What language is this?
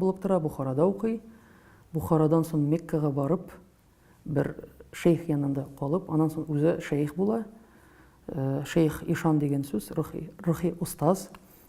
Tatar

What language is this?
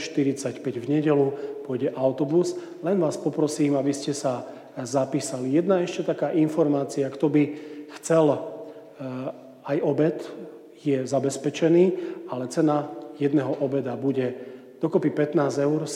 Slovak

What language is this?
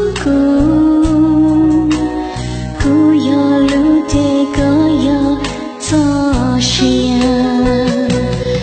Vietnamese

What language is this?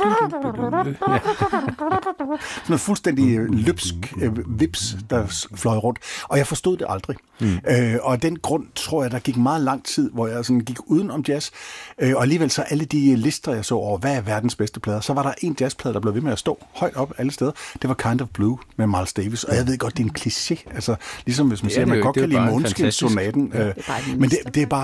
Danish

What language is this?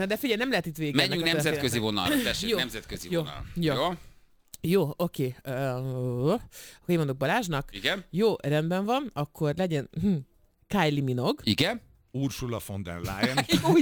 Hungarian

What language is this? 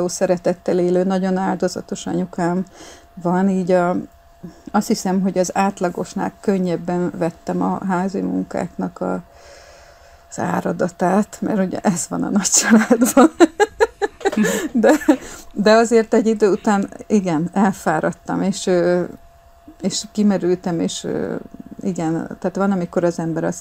Hungarian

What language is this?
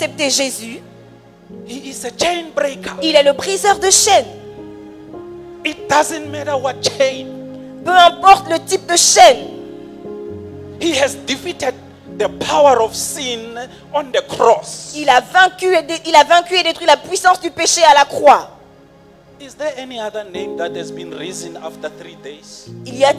French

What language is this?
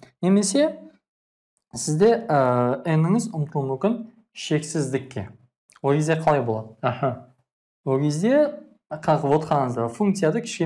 Kazakh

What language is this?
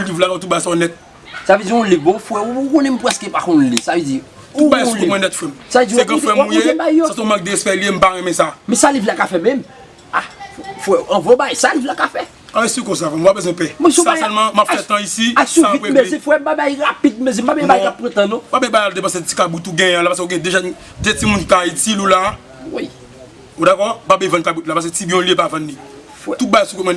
Haitian Creole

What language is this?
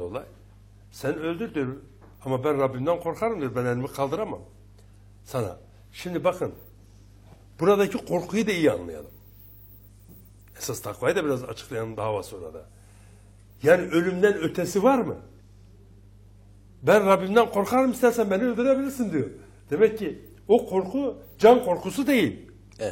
Turkish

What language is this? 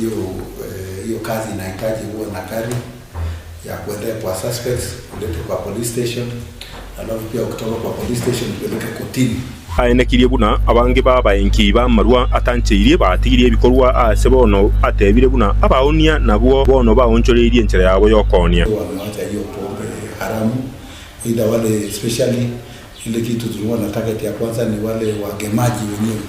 Gusii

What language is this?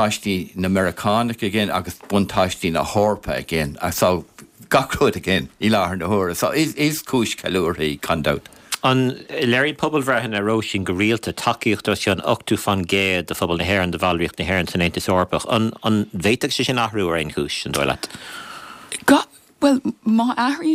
Irish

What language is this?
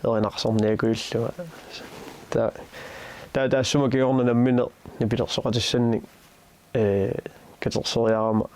Kalaallisut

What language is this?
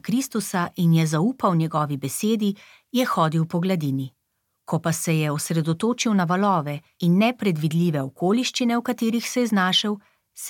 Slovenian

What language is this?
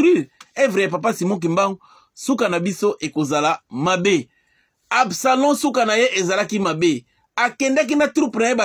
Lingala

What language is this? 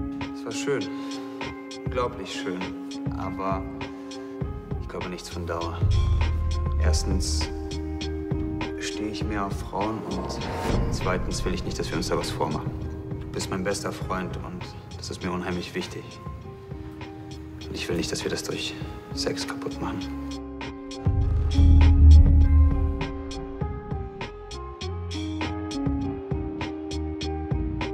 German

